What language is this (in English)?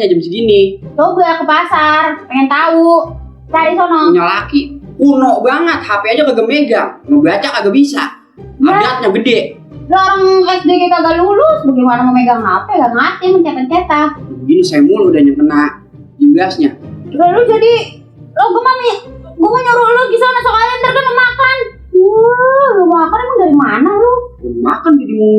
Betawi